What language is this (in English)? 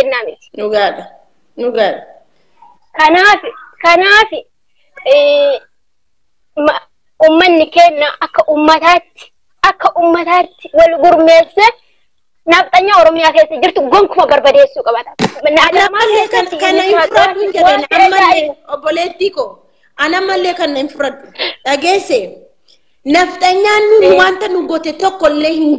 Oromo